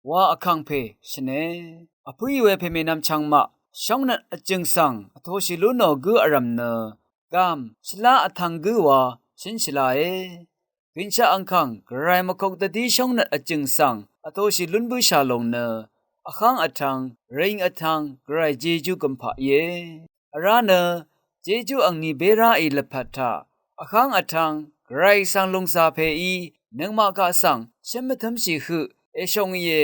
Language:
Rawang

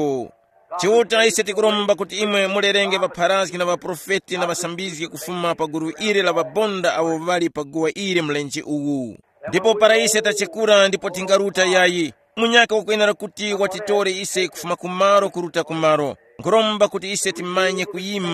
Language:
Tumbuka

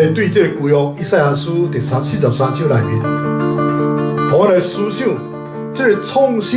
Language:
Min Nan Chinese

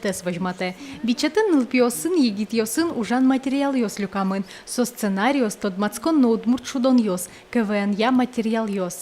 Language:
Udmurt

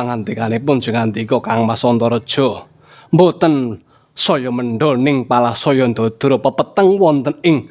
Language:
Javanese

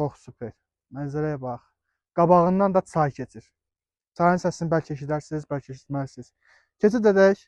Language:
Azerbaijani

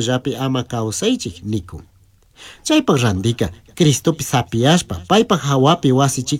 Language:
Chimborazo Highland Quichua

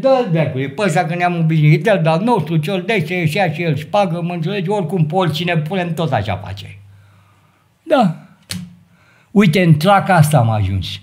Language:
Romanian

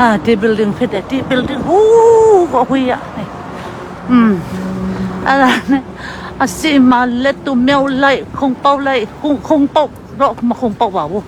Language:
Hakha Chin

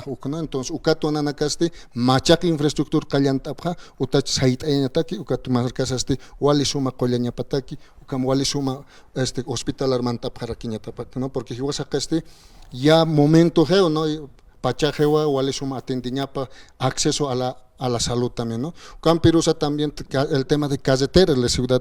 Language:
Aymara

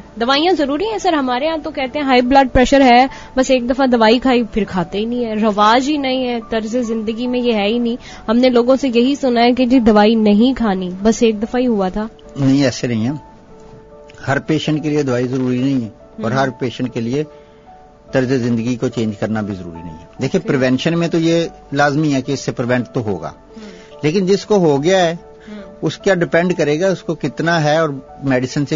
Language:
Urdu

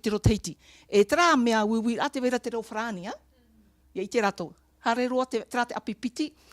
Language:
Tahitian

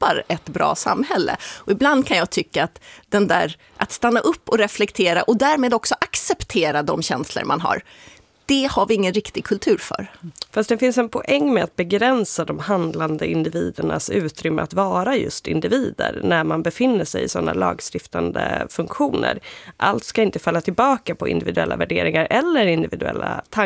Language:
Swedish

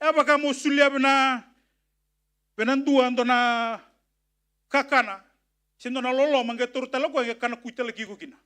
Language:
Fijian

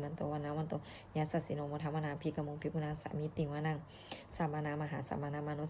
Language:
Pali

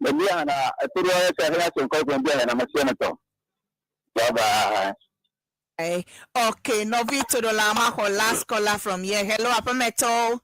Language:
Ewe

